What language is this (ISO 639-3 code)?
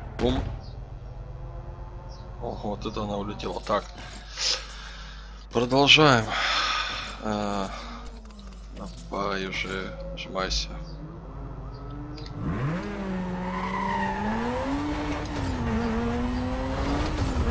rus